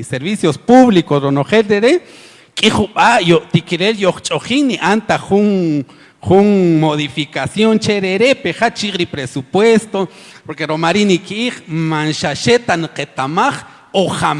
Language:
Kaqchikel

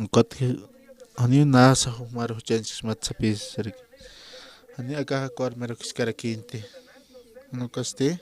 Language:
Aymara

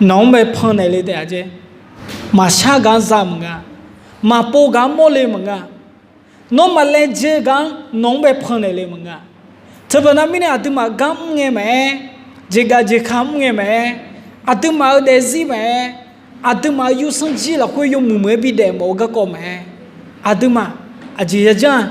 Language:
Akha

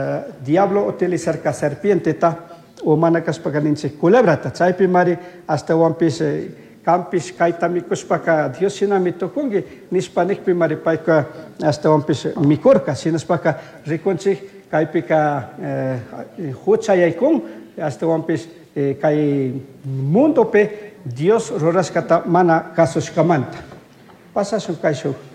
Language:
Chimborazo Highland Quichua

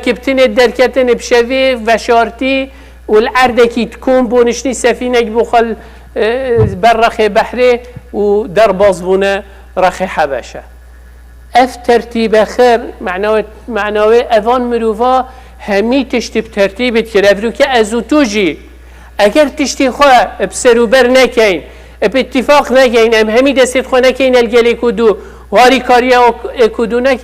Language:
Kurdish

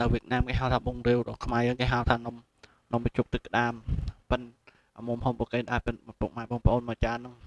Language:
Khmer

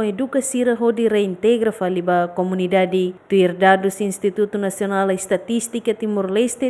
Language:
Tetum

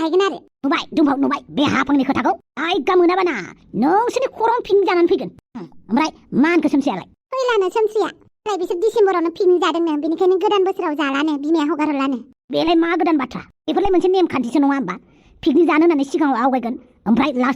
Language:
Bodo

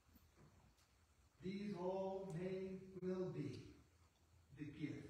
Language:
English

